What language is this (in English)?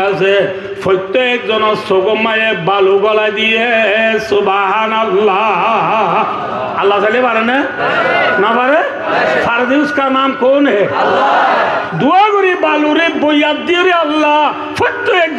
Rohingya